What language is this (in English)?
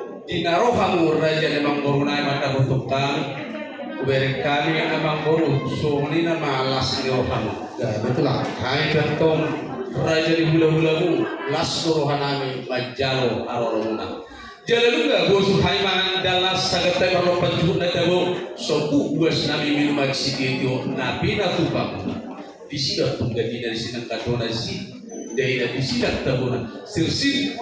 Batak Toba